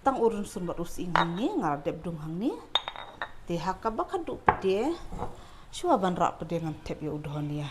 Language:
Khasi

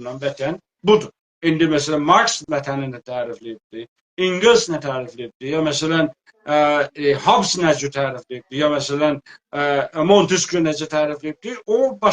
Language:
South Azerbaijani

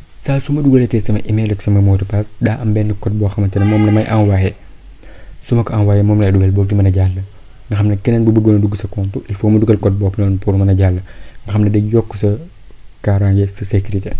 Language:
Wolof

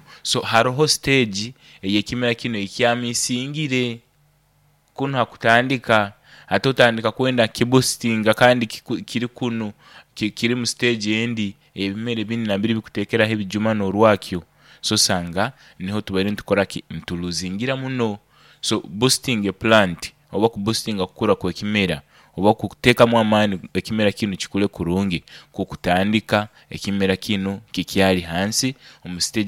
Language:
Nyoro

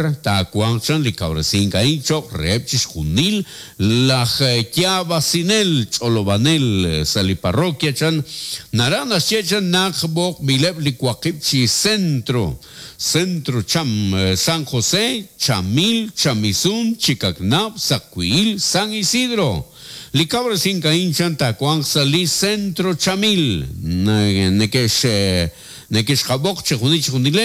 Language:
Kekchí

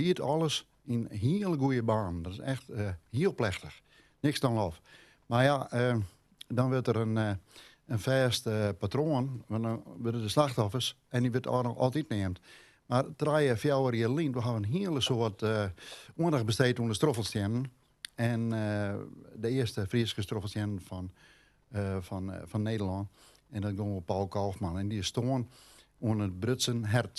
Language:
Western Frisian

